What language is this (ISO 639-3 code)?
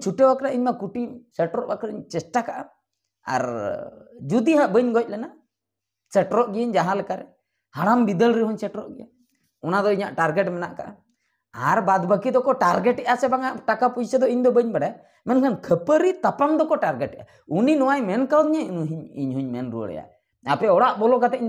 sat